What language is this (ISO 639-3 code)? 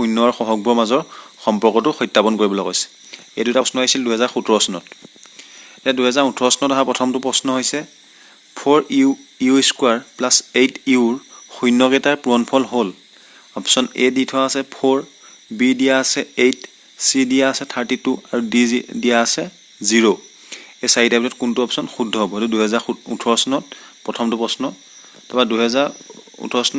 asm